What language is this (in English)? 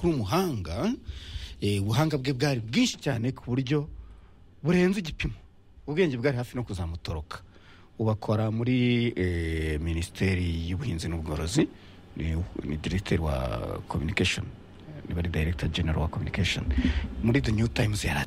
Kinyarwanda